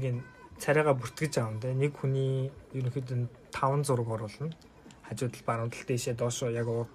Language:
Mongolian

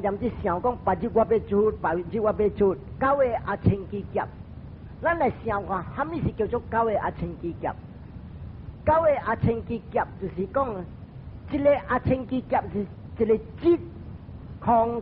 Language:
Min Nan Chinese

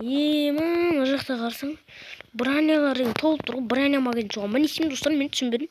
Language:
Kazakh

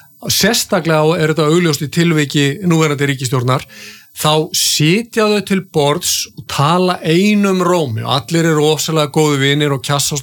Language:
Icelandic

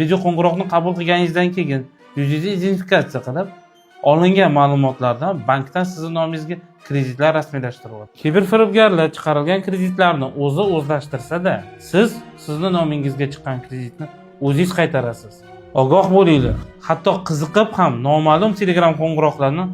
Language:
Uzbek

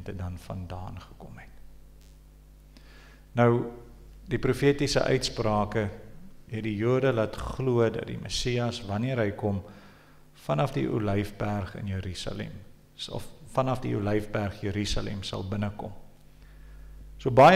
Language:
Afrikaans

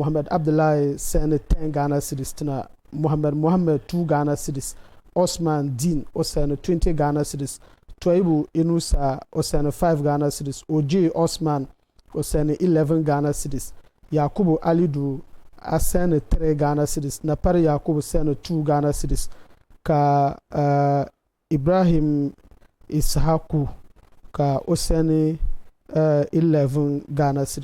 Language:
Dagbani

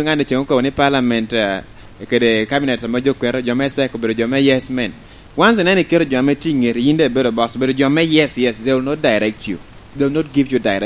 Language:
Lango (Uganda)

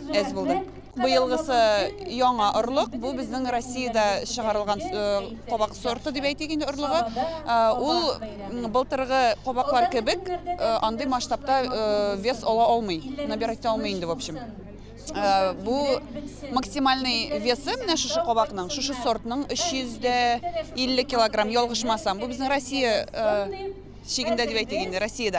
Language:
Tatar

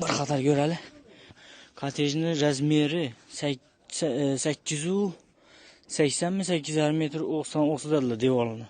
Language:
Uzbek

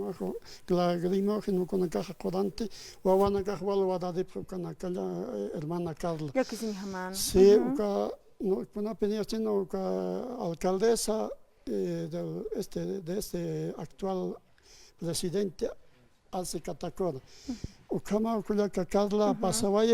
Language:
Aymara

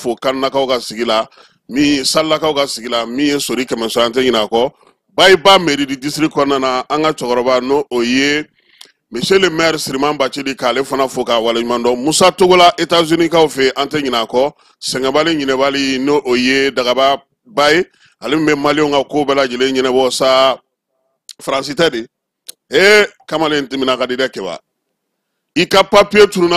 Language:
Bambara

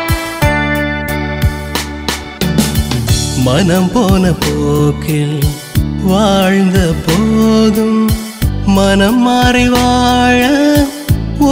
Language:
Tamil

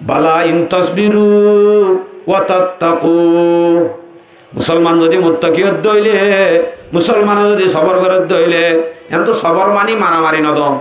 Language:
Rohingya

